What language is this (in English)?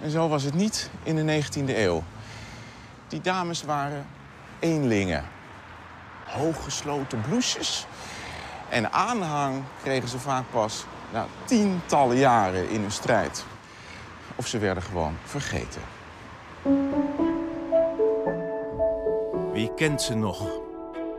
Dutch